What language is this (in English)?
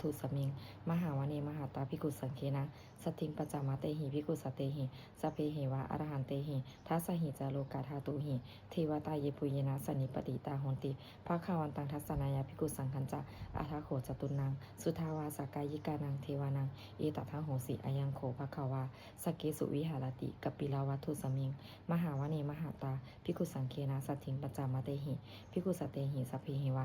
Pali